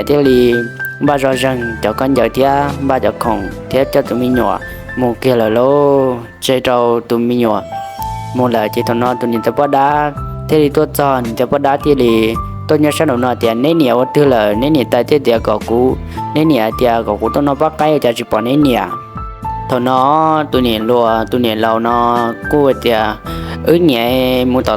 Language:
Hmong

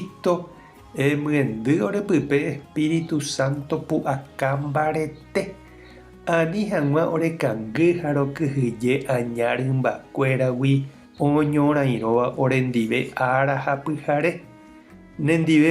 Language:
Guarani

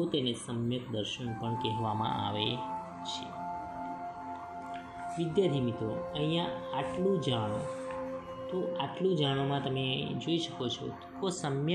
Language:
Gujarati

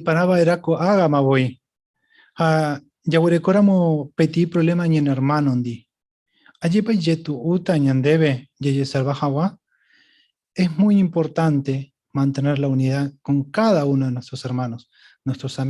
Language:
Guarani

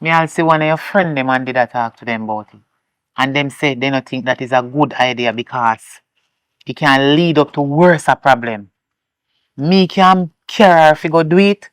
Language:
Jamaican Creole English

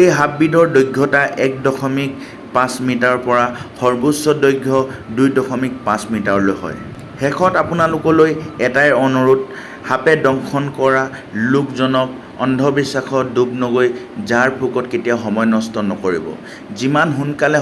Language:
Assamese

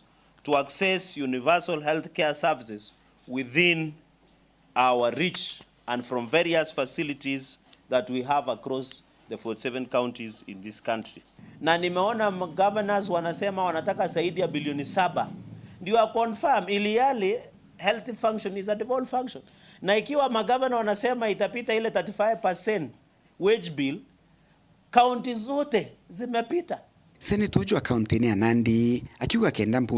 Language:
Meru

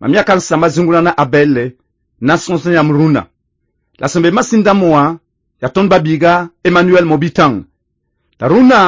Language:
Mossi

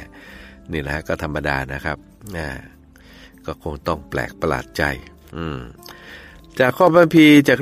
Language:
Thai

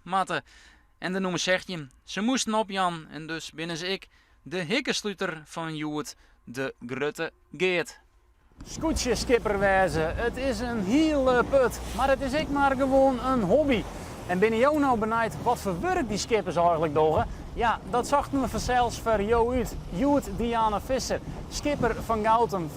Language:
Western Frisian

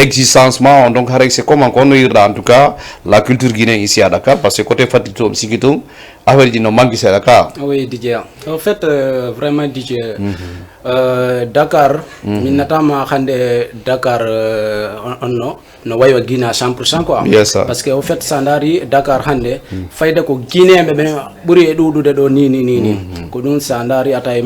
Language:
Fula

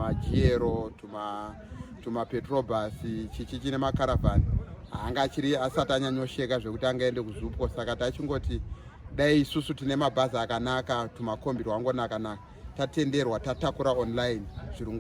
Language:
Shona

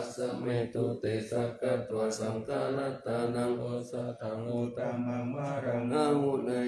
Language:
Pali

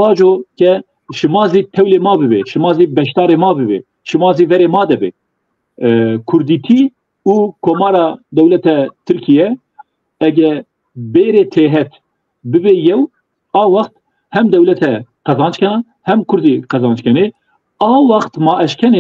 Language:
Zaza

